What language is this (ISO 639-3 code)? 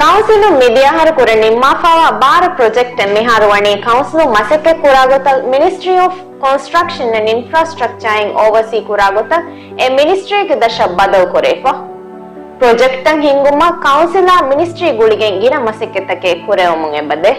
div